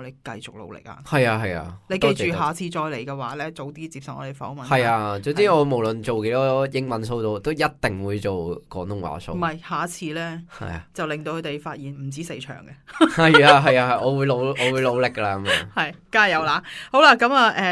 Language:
Cantonese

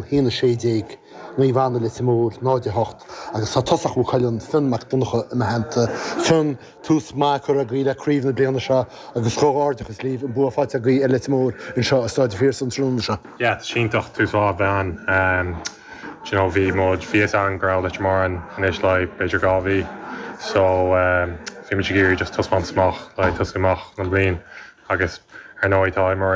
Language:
Irish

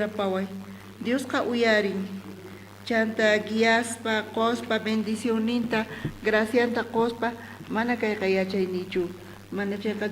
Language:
South Bolivian Quechua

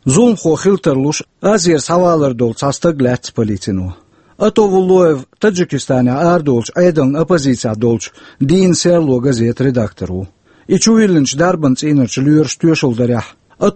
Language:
Chechen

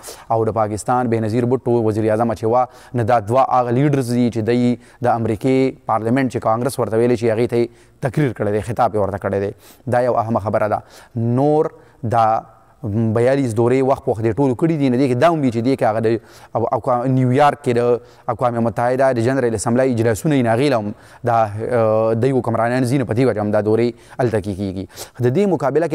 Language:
Pashto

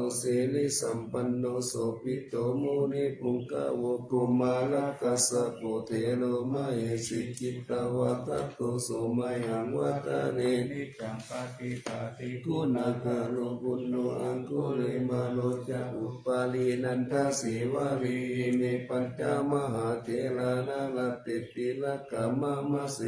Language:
Pali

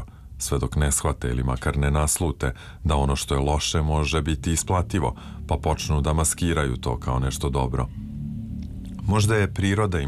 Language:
Serbian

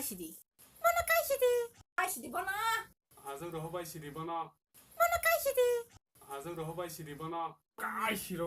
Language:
Kok Borok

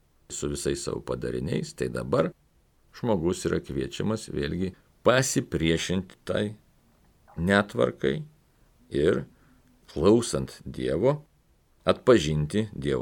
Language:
Lithuanian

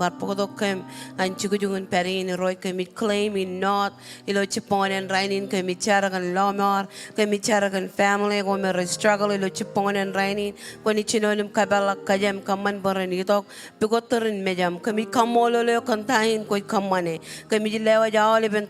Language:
Marshallese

